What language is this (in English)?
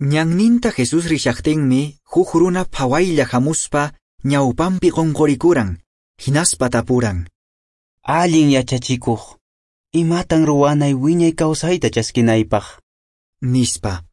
Quechua